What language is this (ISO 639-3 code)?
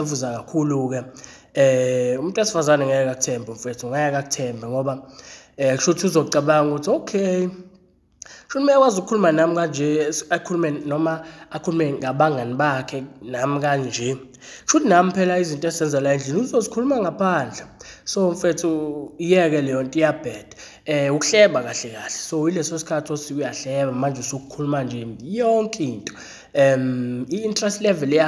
zul